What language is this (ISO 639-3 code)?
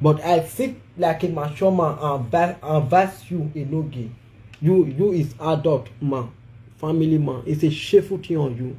pcm